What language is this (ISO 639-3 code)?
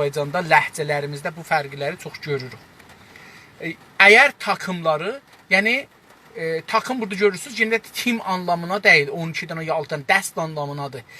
azb